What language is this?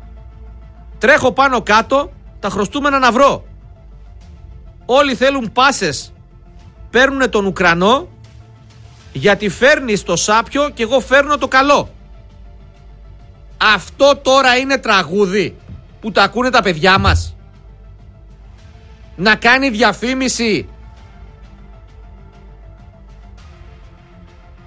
Greek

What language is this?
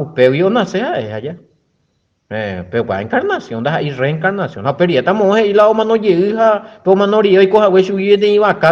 Guarani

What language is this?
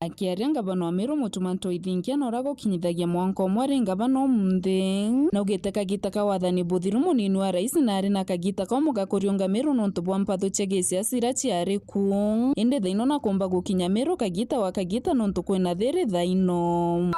Meru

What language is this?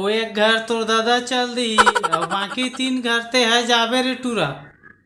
Chhattisgarhi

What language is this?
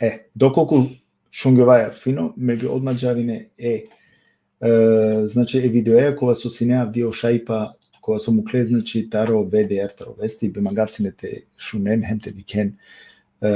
Balkan Romani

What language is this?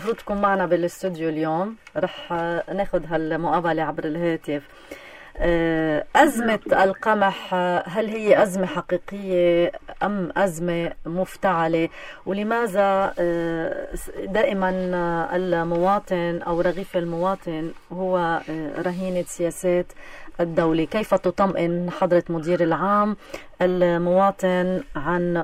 North Levantine Arabic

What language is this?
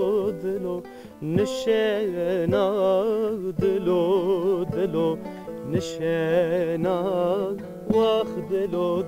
Zaza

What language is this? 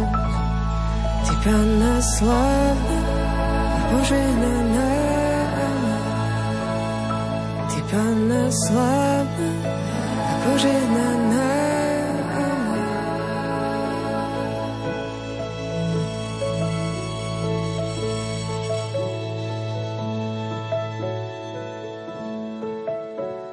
Slovak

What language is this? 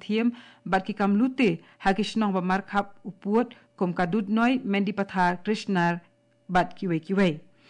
Khasi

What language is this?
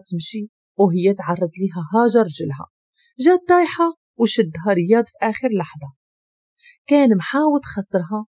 Moroccan Arabic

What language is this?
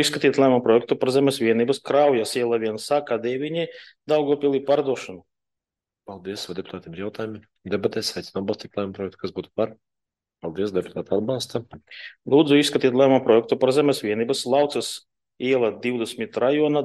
Latvian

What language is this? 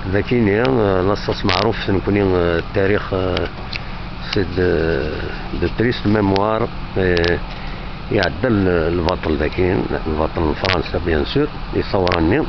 Kabyle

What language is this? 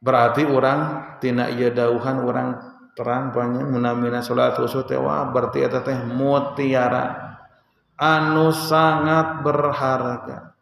Sundanese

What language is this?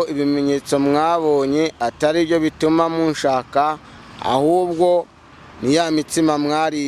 Kinyarwanda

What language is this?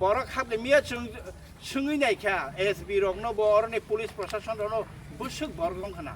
Kok Borok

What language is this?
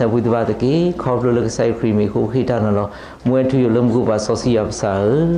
S'gaw Karen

